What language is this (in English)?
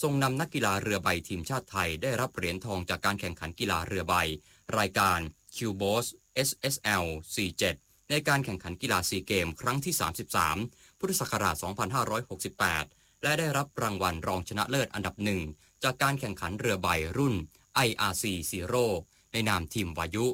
Thai